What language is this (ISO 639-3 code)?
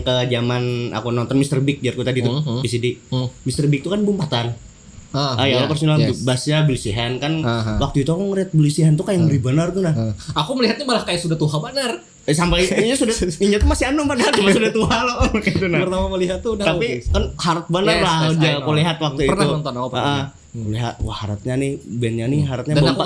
bjn